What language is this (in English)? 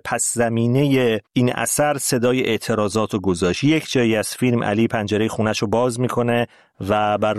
Persian